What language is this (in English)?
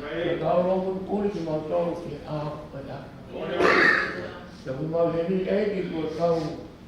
Tongan